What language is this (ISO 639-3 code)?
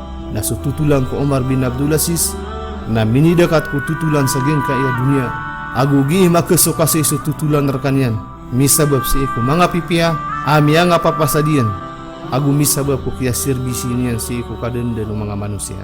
mrw